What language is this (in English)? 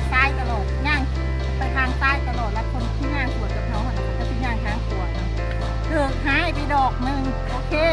Lao